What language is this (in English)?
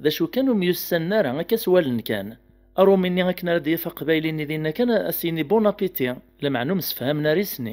Kabyle